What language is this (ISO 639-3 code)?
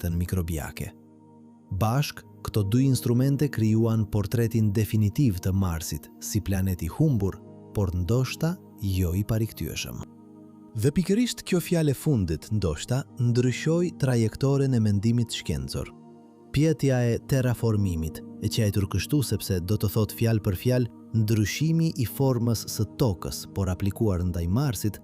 sqi